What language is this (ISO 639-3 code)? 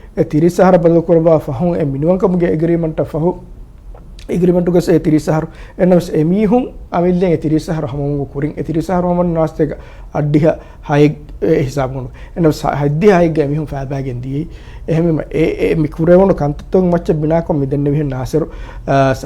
div